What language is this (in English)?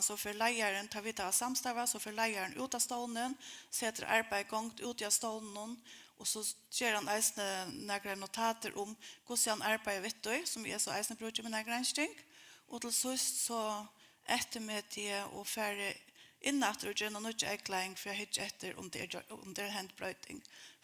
Faroese